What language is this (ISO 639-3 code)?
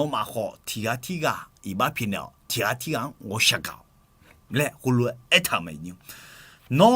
ahk